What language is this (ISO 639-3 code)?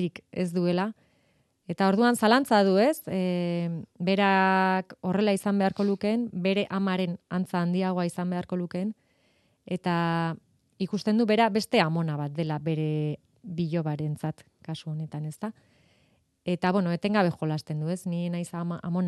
eus